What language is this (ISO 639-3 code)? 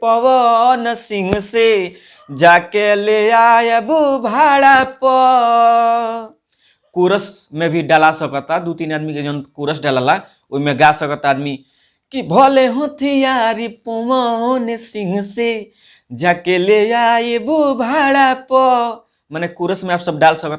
bho